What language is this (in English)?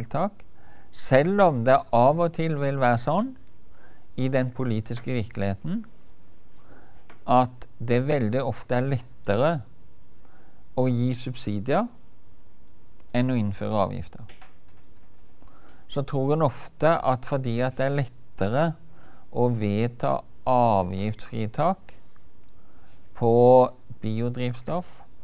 Norwegian